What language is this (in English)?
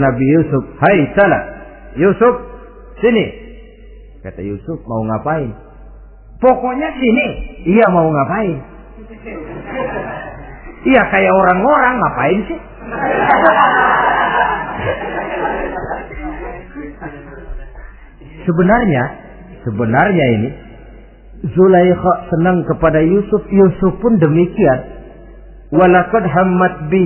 Indonesian